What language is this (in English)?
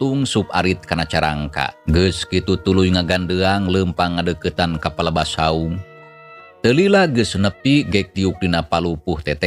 Sundanese